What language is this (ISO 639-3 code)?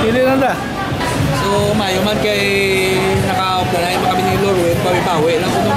hil